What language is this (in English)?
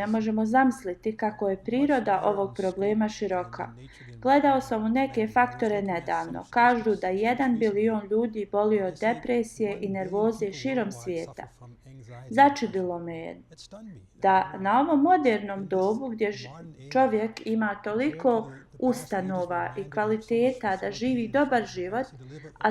Bosnian